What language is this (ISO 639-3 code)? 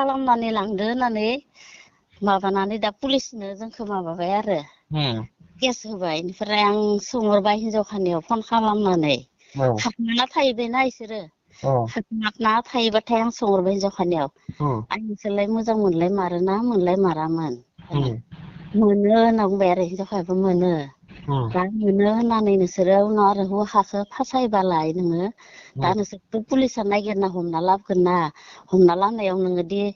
brx